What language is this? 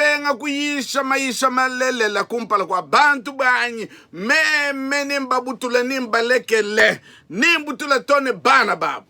Luba-Lulua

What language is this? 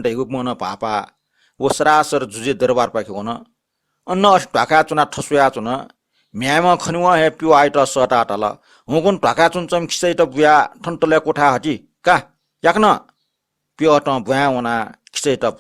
Newari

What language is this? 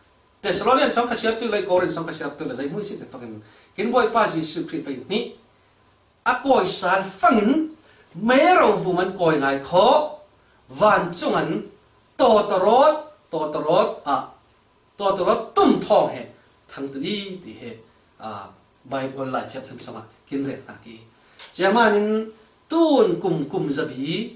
Falam Chin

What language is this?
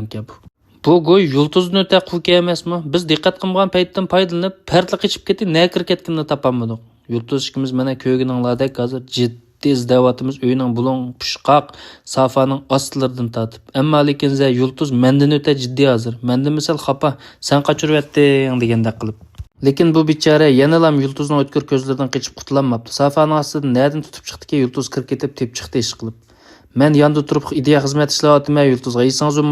Uyghur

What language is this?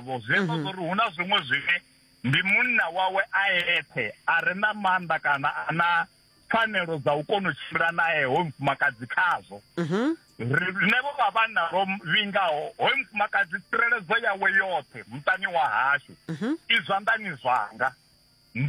Venda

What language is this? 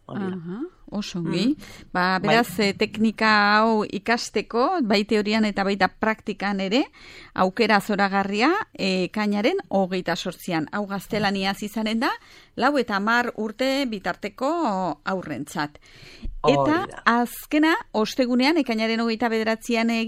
Basque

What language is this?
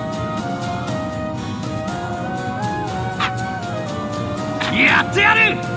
Japanese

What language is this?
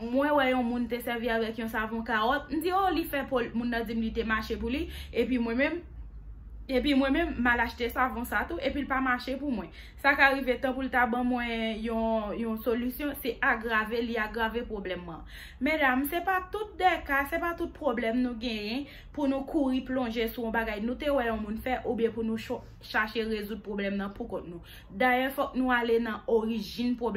Haitian Creole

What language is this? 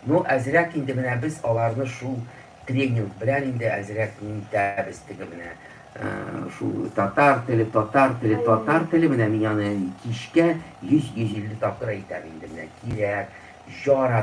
Tatar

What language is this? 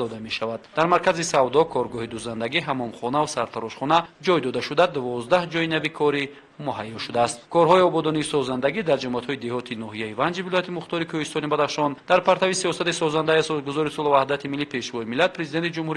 Tajik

